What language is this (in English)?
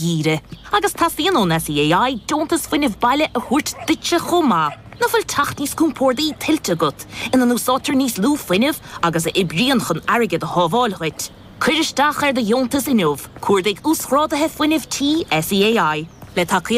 Irish